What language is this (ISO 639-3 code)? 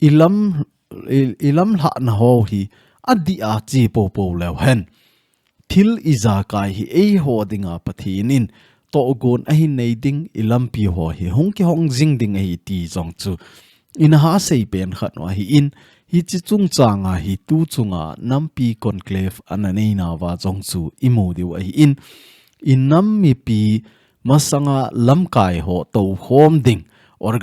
tcz